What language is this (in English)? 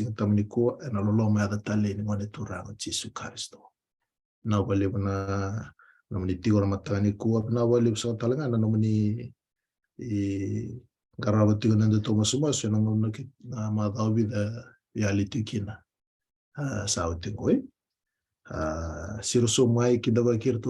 Fijian